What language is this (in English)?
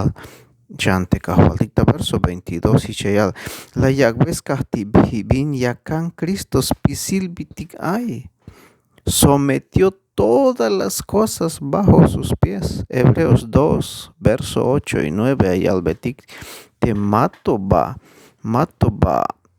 Tzeltal